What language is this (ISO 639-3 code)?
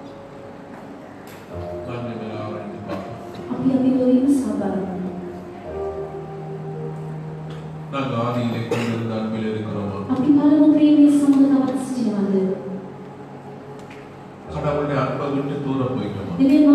tam